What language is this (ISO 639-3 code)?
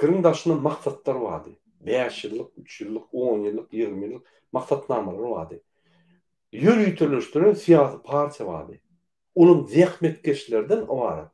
tuk